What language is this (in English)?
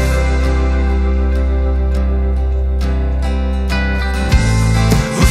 Afrikaans